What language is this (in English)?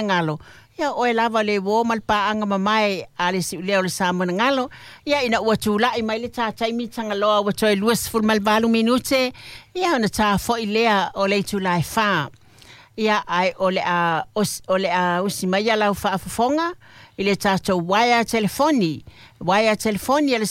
Samoan